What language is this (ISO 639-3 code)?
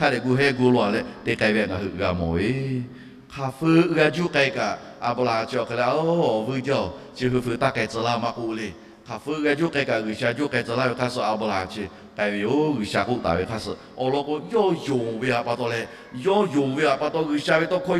lhu